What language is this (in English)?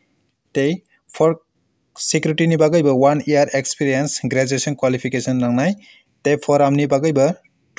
Kok Borok